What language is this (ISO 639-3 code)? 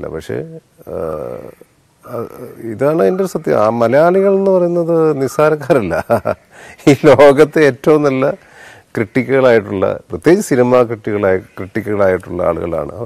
mal